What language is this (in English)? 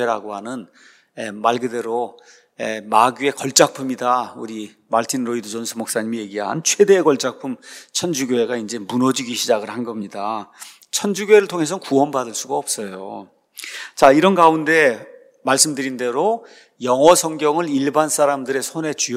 Korean